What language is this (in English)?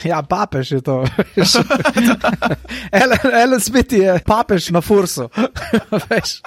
Slovenian